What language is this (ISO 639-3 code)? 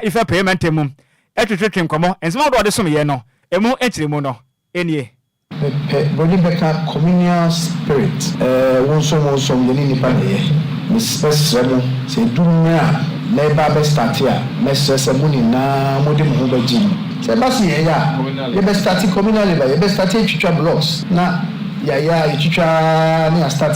aka